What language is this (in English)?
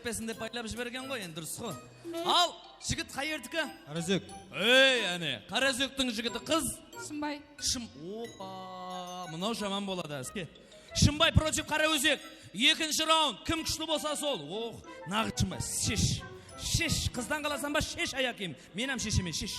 Kara-Kalpak